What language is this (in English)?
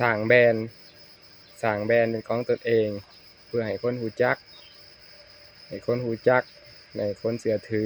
Lao